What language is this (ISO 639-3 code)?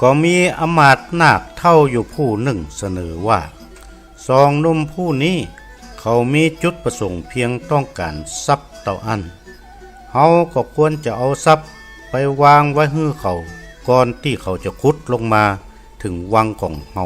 nod